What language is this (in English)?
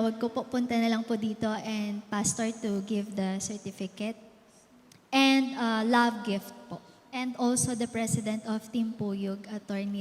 Iloko